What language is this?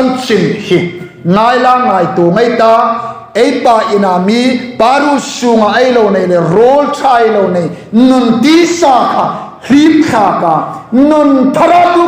Hmar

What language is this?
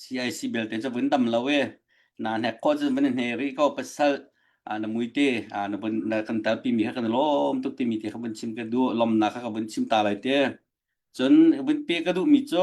Hakha Chin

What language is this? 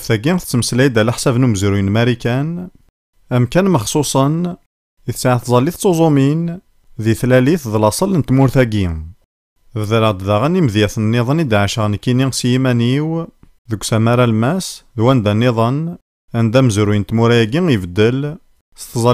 Kabyle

